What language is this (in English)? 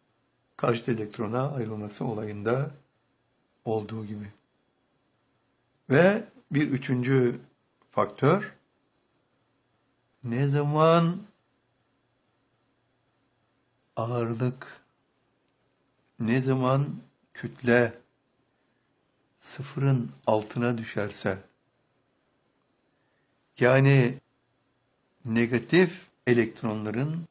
Turkish